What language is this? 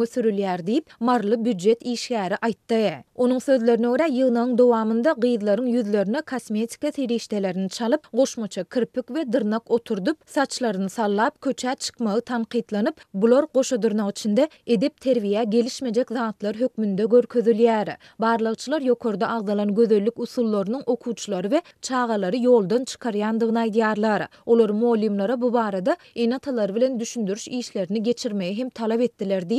Turkmen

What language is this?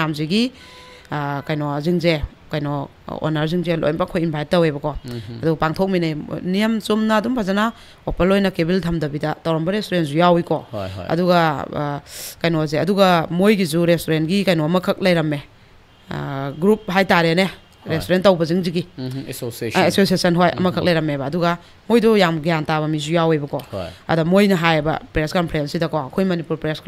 Manipuri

